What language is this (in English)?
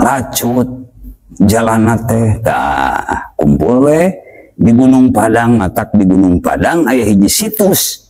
Sundanese